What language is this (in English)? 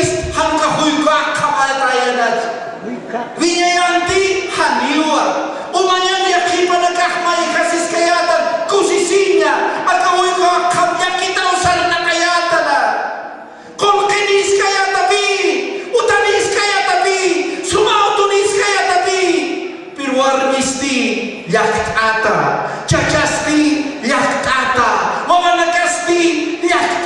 Aymara